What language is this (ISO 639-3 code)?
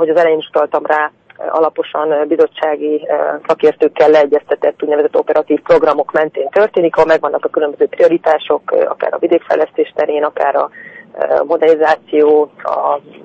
hun